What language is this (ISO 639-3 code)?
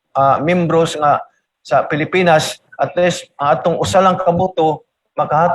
ceb